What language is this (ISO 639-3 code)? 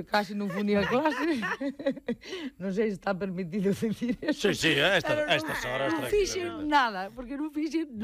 glg